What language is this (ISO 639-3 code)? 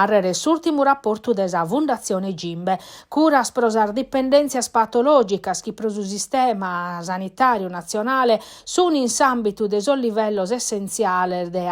srd